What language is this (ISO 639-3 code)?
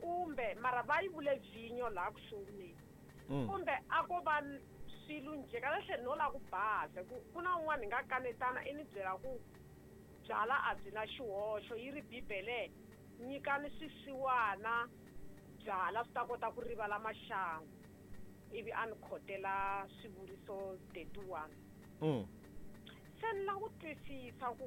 tso